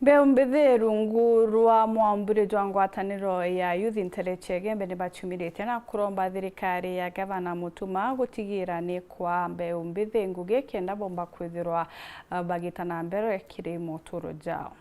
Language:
Meru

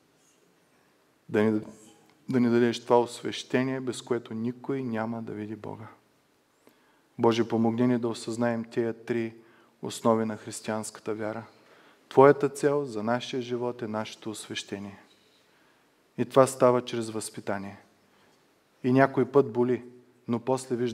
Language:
Bulgarian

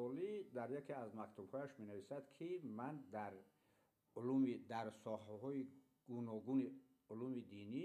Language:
Tajik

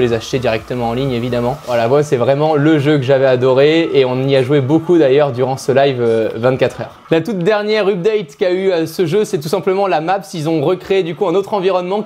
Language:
French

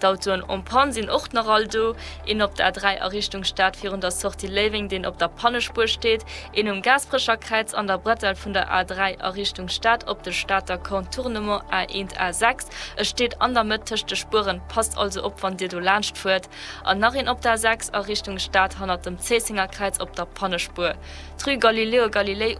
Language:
Luxembourgish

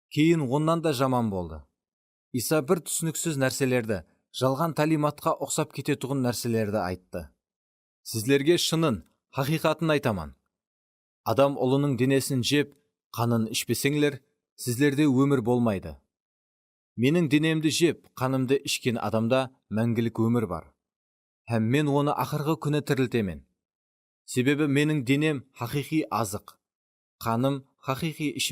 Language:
Kara-Kalpak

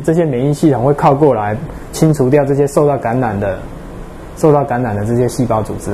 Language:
Chinese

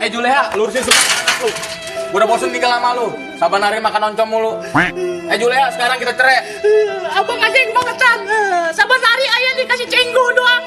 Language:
Betawi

